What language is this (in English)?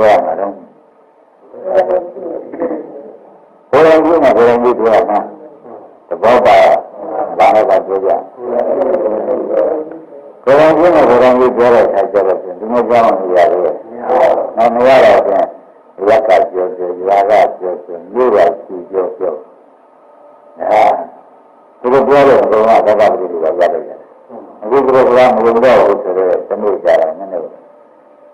Burmese